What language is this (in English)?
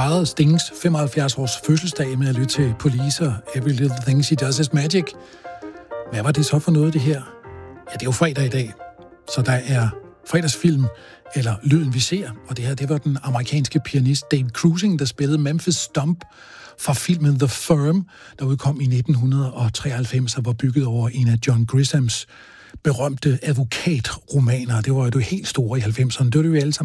Danish